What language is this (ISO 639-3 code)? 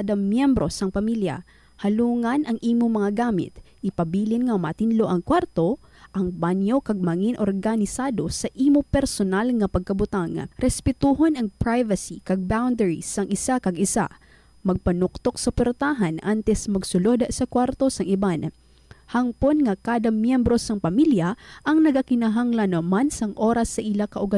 hil